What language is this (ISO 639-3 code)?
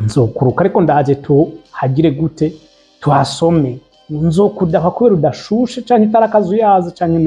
run